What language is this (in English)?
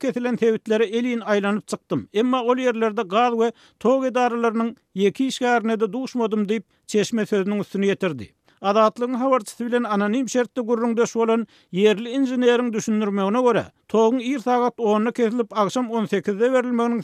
Turkmen